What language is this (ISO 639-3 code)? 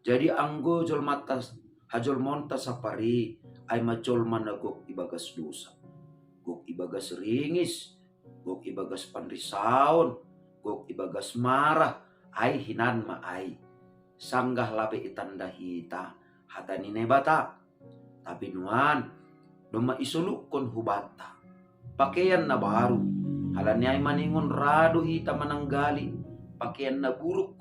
bts